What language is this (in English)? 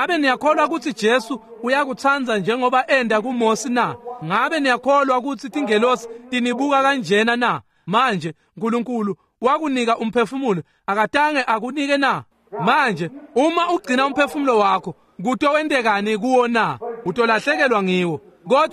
Swati